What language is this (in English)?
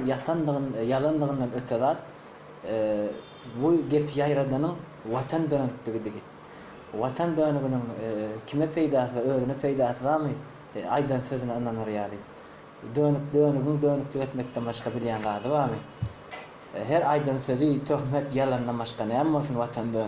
Turkmen